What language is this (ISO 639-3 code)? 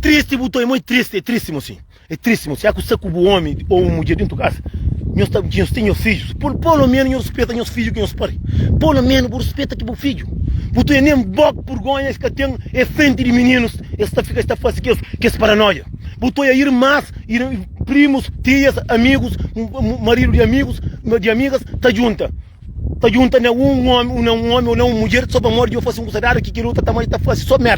kea